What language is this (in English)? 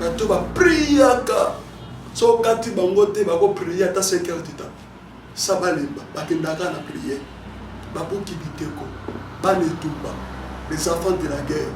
Lingala